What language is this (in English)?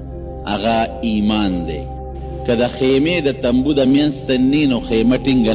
Pashto